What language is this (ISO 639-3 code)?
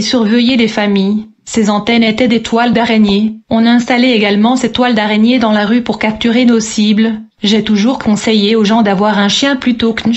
fra